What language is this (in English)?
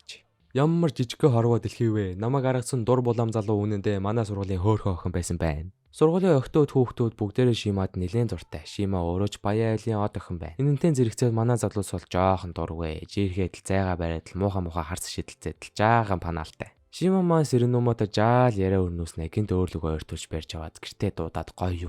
Mongolian